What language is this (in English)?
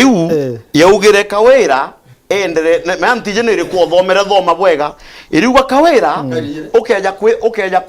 Meru